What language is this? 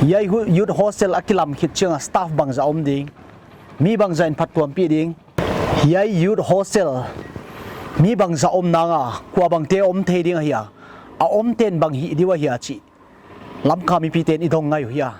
Paite Chin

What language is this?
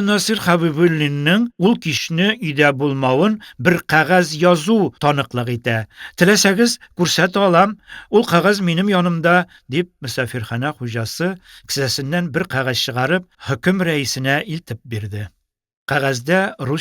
Tatar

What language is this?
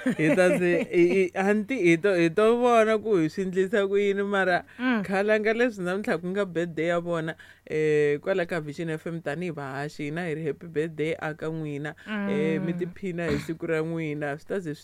Tsonga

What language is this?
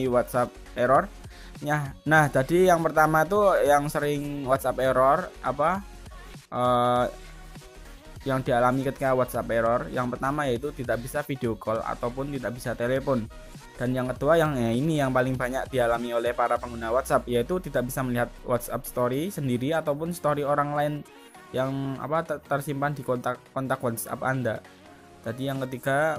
Indonesian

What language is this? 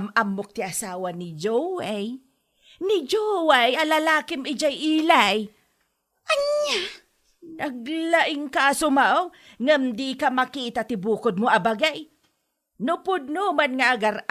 Iloko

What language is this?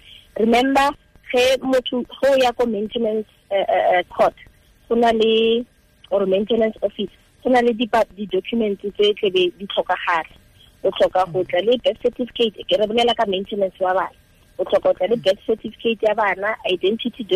Tswana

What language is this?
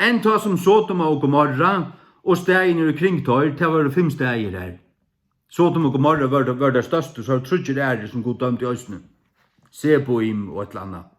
Faroese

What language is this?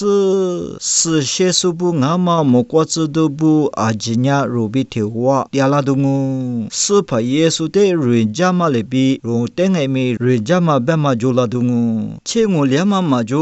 Lisu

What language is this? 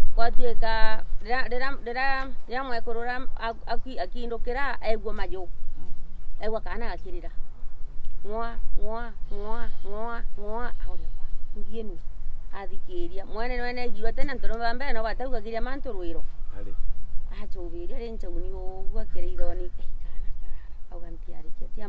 Meru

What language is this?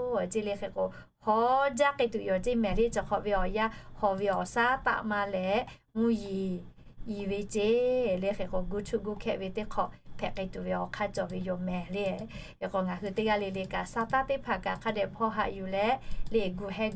Lahu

